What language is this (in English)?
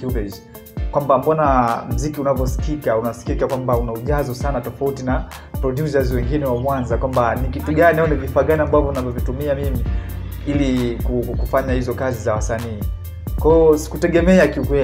Swahili